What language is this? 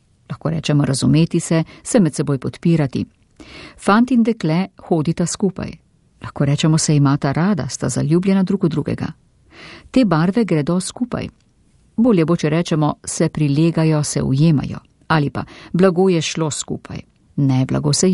Slovenian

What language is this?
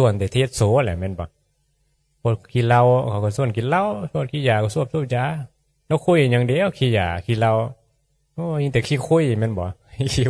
Northeastern Thai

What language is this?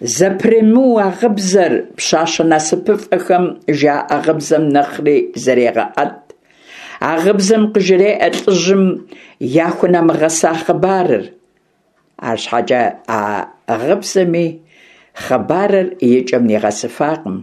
Kabardian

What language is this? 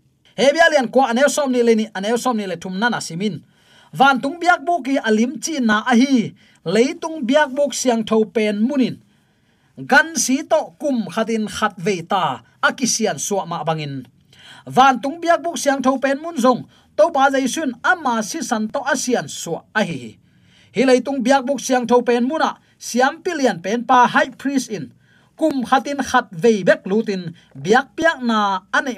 Tedim Chin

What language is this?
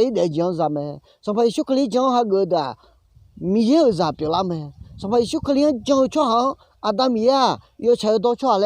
Akha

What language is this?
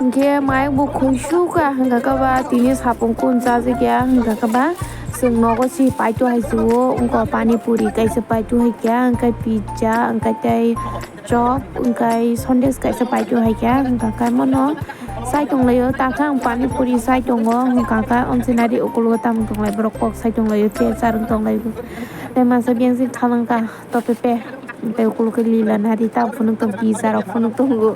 Kok Borok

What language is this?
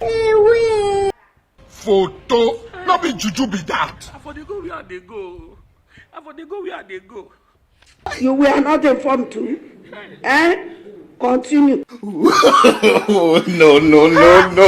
Nigerian Pidgin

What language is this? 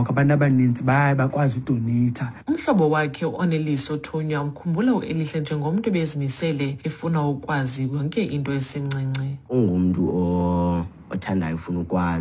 Xhosa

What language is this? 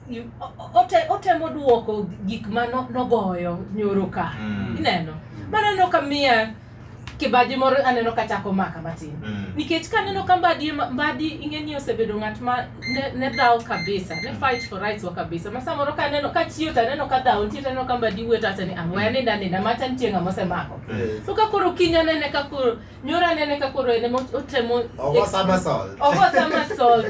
Luo (Kenya and Tanzania)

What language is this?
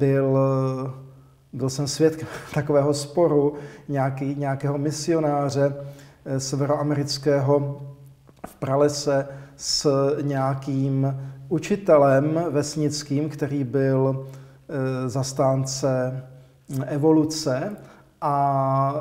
Czech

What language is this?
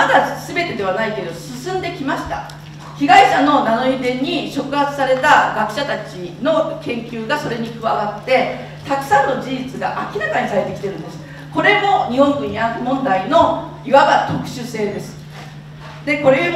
Japanese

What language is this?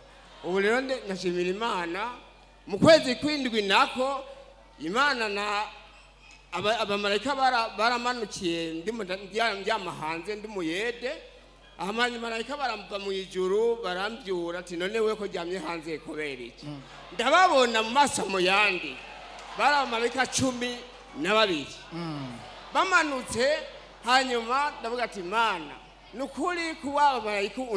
Rundi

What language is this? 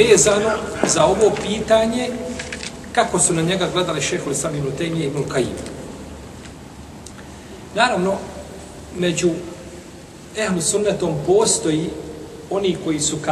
Bosnian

